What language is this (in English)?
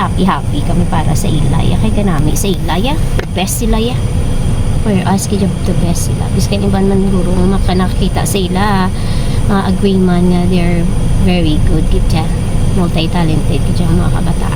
Hiligaynon